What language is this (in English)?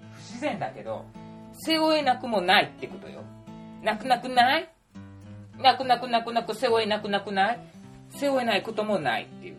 Japanese